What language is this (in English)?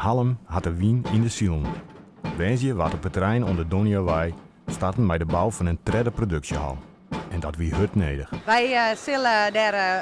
Western Frisian